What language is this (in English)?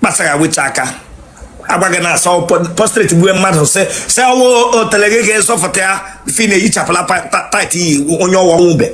Igbo